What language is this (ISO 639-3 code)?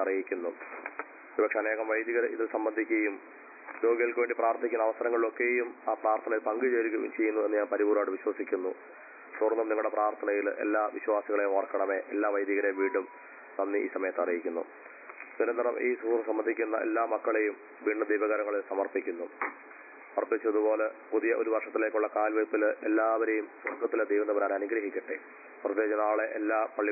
mal